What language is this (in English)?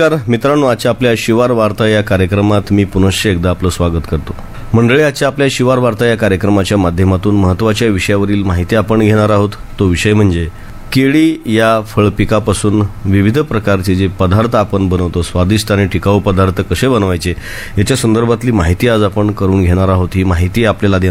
Marathi